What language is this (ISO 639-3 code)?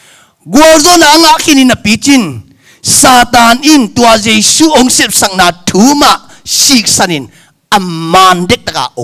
ctd